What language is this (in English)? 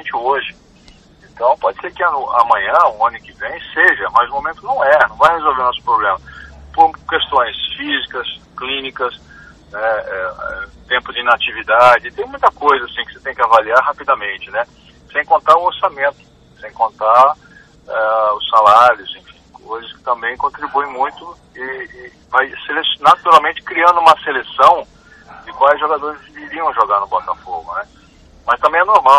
Portuguese